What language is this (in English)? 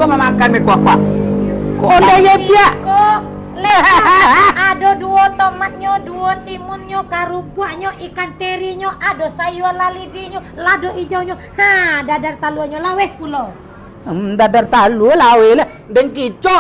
Minangkabau